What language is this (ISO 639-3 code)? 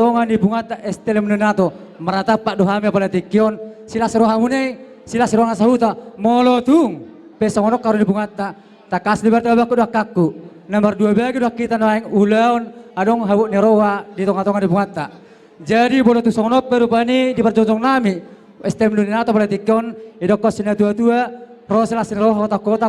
bbc